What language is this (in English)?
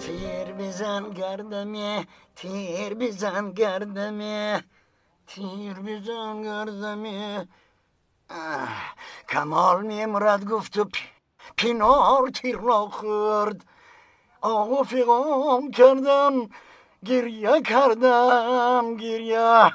Tajik